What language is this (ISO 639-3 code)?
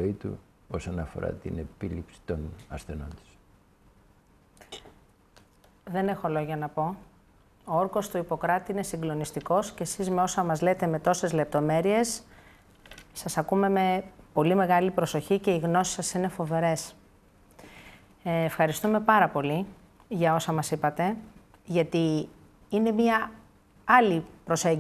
ell